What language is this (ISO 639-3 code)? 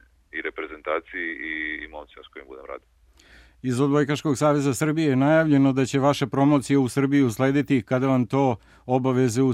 srp